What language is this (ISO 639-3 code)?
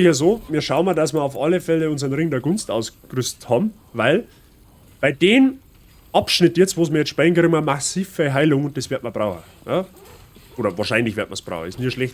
bar